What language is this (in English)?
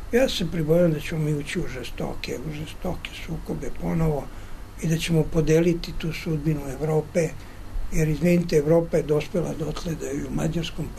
Serbian